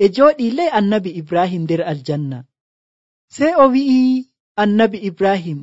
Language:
Nigerian Fulfulde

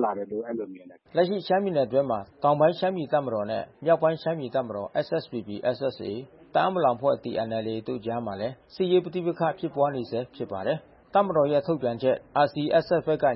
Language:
Burmese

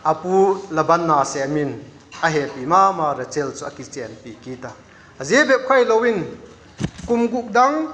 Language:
Vaiphei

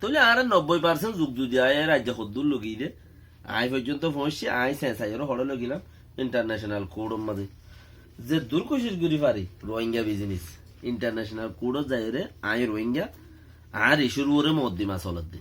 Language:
Rohingya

